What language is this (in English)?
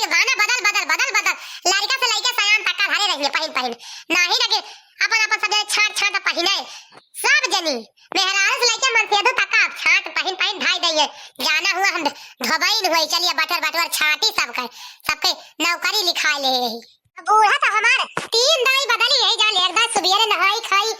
Awadhi